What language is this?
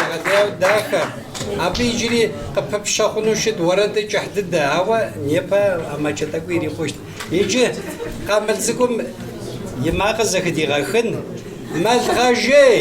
Kabardian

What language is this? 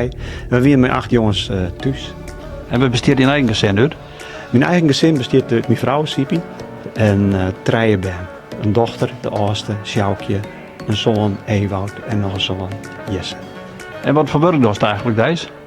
Western Frisian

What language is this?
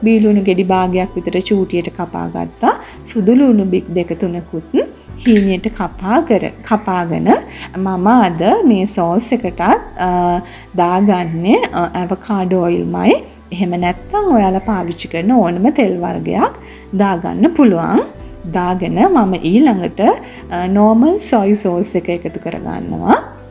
Sinhala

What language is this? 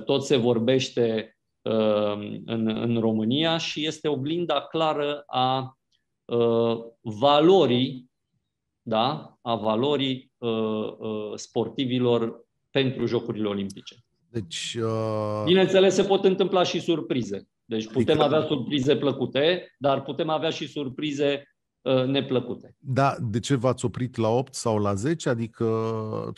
Romanian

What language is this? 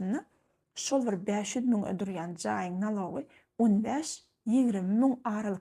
Turkmen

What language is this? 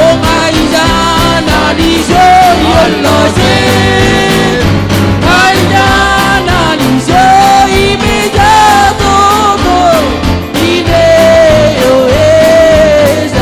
Marshallese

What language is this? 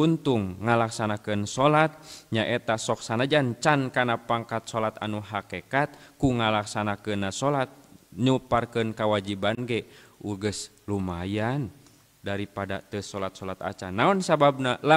Sundanese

